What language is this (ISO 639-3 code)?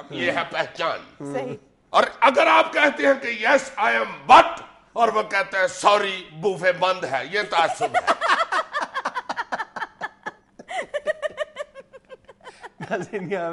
urd